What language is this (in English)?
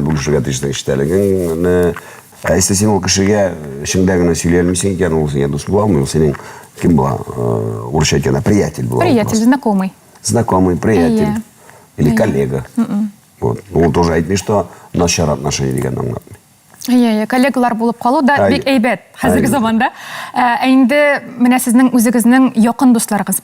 Tatar